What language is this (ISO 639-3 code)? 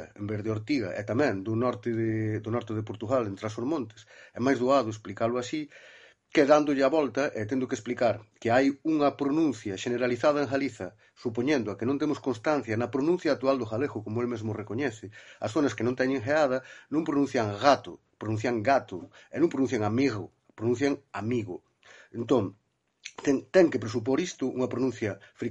glg